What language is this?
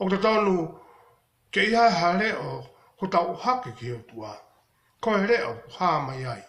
Tongan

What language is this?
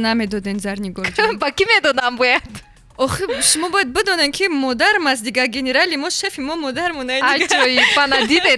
Tajik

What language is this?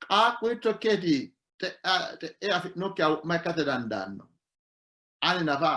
Sidamo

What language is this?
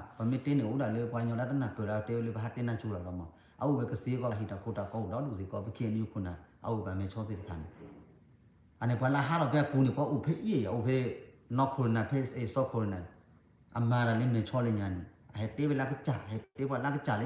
S'gaw Karen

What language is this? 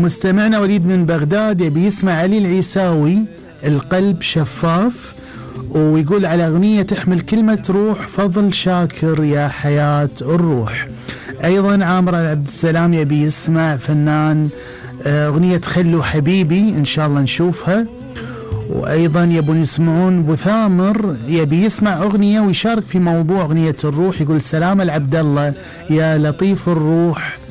Gulf Arabic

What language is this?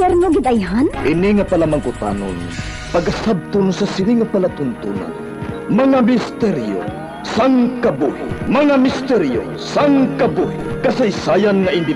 Hiligaynon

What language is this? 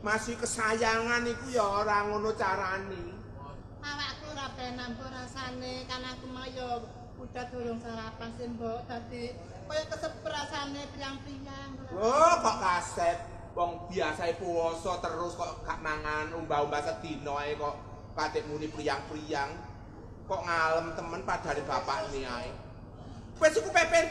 Javanese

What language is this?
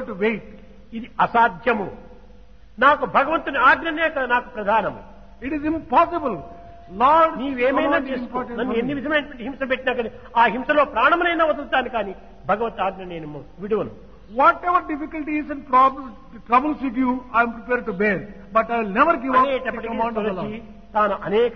Telugu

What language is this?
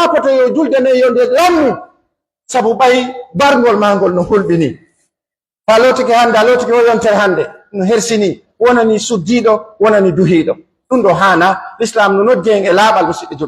Pular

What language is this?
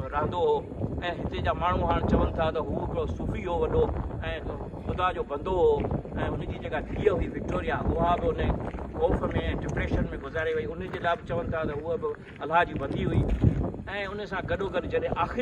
Sindhi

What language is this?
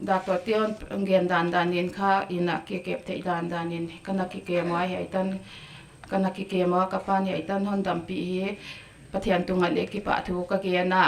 Paite Chin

